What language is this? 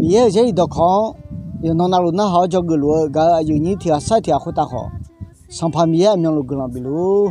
Akha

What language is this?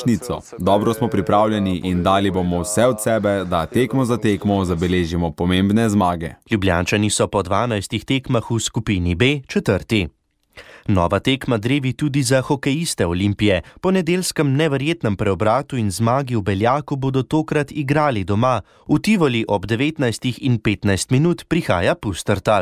Slovenian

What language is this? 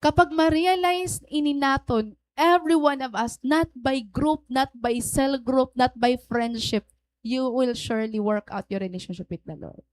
Waray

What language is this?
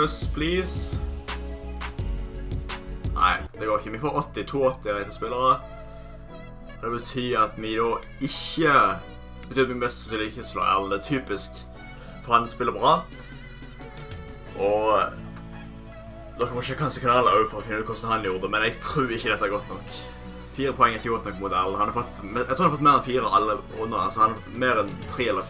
Norwegian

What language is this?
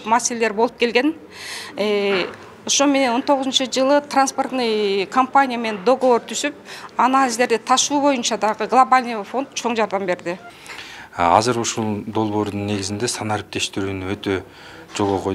Kyrgyz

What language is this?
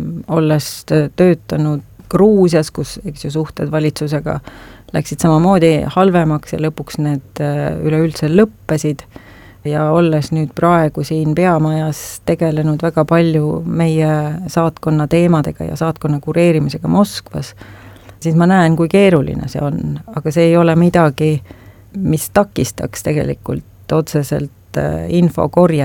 Estonian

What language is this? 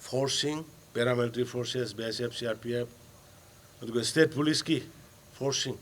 Manipuri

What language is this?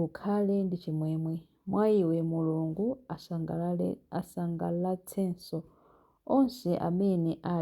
Nyanja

